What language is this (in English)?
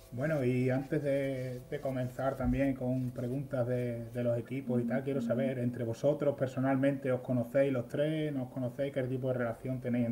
Spanish